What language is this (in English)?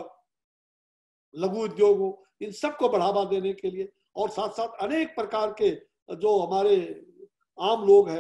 Hindi